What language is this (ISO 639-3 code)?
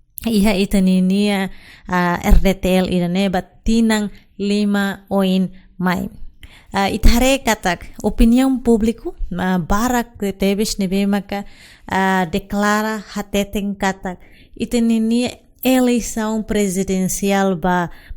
tet